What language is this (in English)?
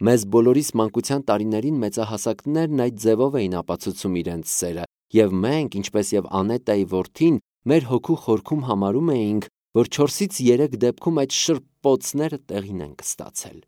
Armenian